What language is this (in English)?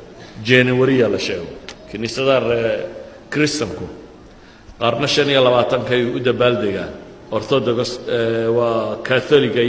Somali